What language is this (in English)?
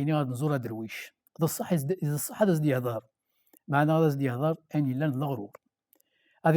Kabyle